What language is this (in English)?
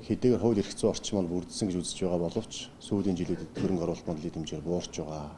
Mongolian